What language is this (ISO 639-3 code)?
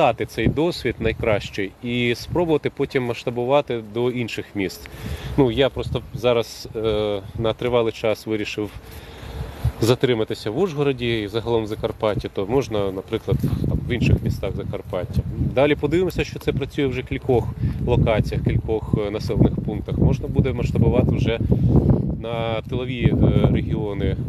ukr